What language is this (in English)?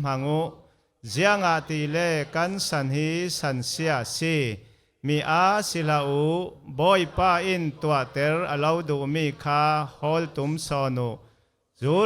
Falam Chin